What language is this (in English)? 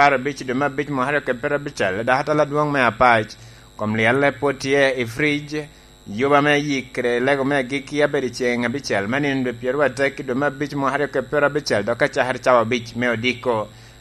Lango (Uganda)